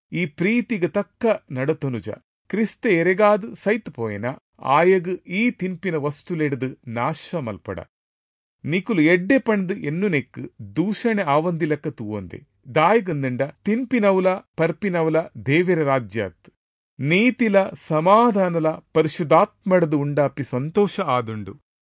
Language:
Tulu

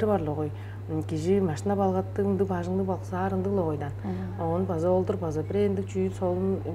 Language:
Tuvinian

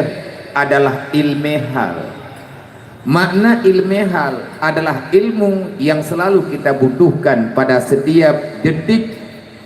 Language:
Achinese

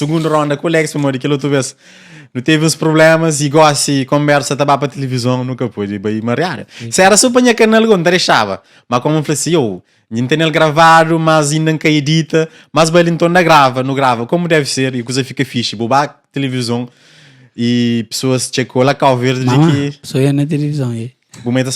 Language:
Kabuverdianu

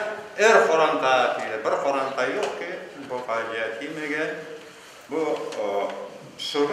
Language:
Crimean Tatar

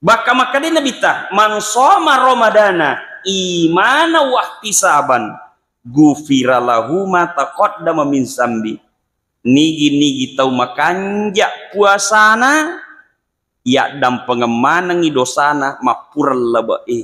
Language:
Buginese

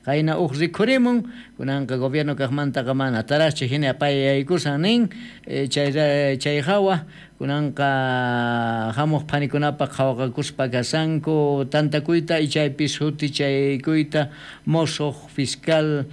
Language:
South Bolivian Quechua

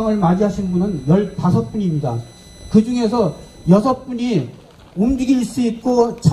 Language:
Korean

